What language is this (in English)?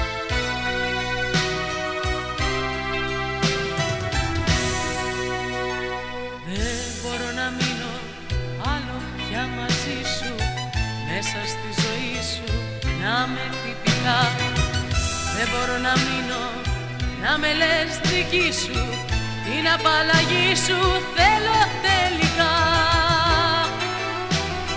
Greek